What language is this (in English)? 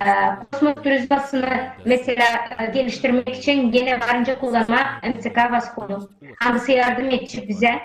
Gagauz